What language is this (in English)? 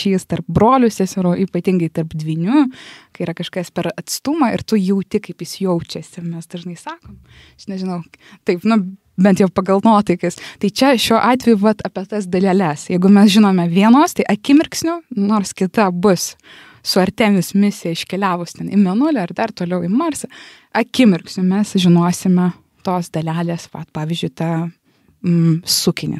Lithuanian